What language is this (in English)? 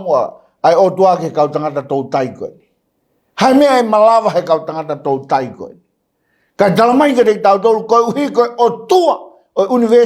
Tongan